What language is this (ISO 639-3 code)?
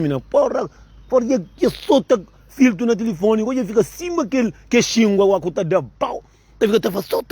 kea